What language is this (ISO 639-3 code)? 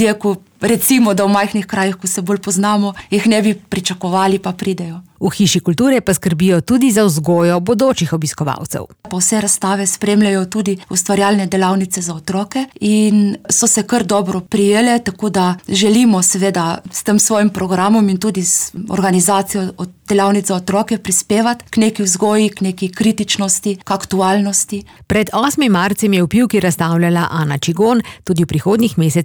slv